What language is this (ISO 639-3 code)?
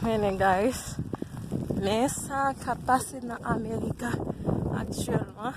hat